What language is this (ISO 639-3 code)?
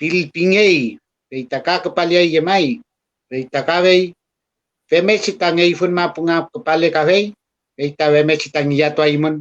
arn